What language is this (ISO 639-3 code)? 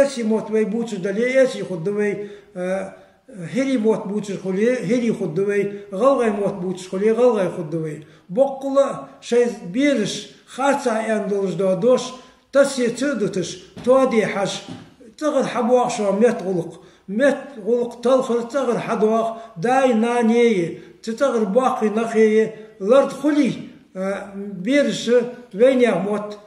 inh